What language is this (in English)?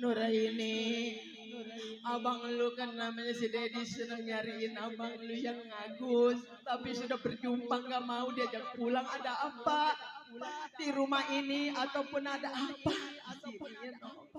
Betawi